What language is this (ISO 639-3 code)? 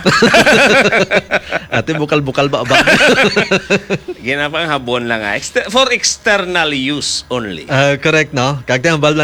hil